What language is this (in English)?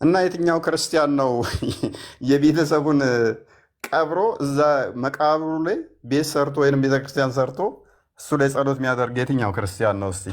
Amharic